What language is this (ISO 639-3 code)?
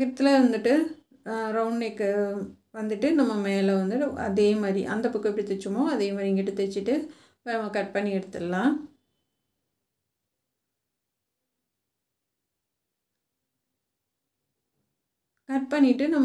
tam